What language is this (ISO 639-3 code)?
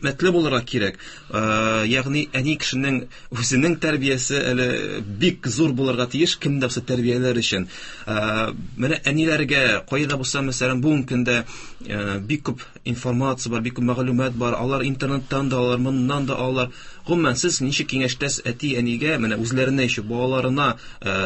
tat